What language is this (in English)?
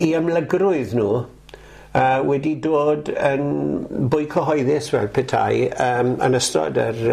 Welsh